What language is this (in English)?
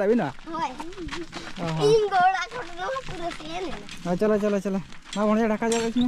Santali